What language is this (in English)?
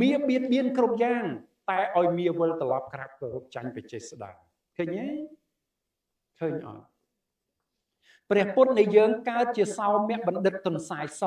Khmer